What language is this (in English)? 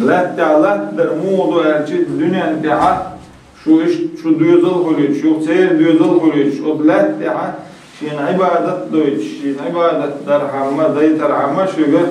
Chechen